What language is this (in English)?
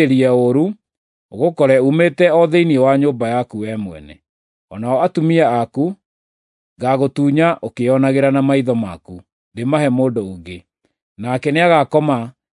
Kikuyu